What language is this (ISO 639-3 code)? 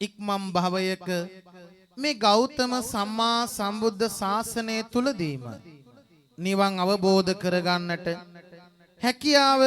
sin